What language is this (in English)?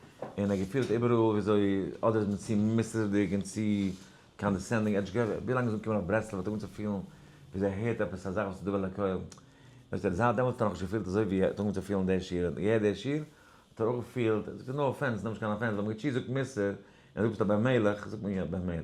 Yiddish